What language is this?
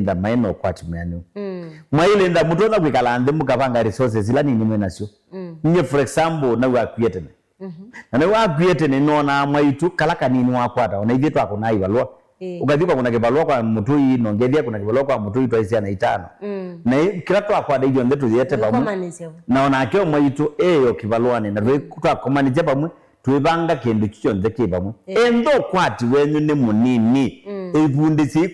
Kamba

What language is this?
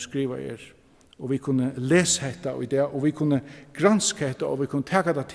Faroese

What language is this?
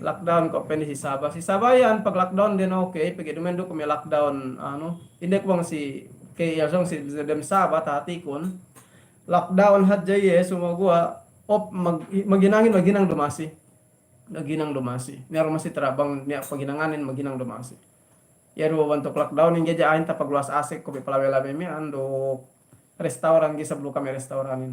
Yakan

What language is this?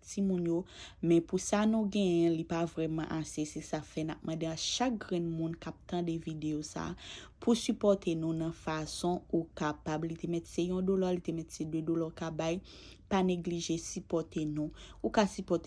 Haitian Creole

